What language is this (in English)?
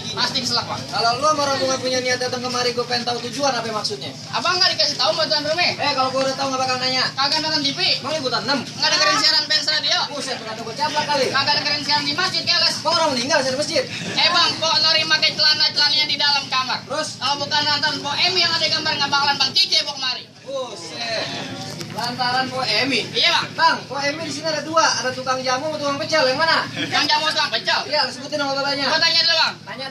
Betawi